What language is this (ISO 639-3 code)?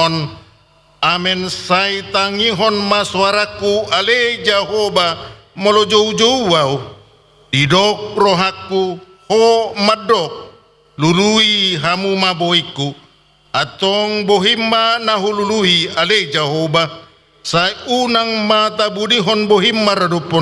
bbc